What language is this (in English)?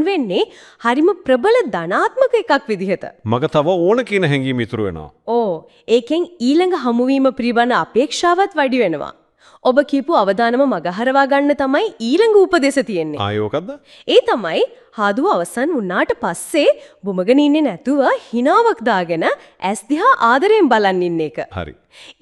Sinhala